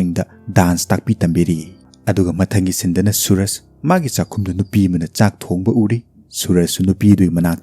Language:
Manipuri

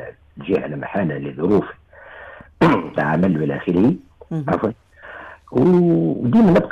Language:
Tunisian Arabic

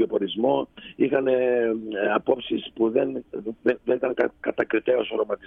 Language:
Greek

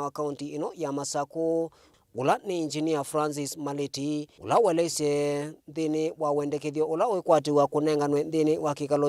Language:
Kamba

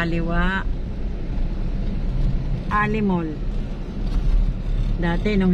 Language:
Filipino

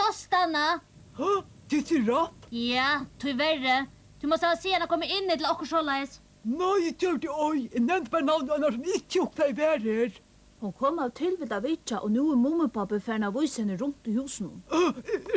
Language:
Faroese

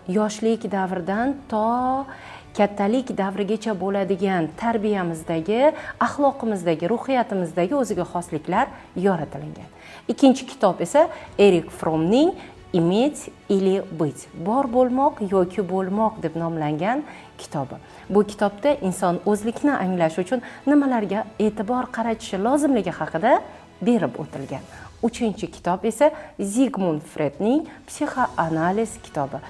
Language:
Uzbek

